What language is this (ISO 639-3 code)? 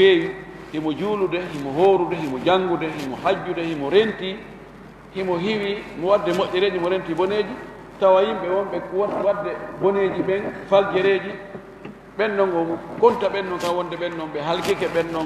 ful